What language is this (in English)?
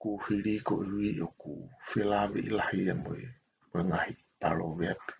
Tongan